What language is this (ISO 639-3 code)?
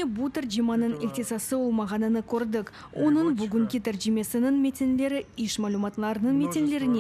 crh